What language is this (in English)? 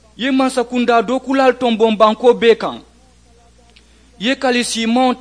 Mandingo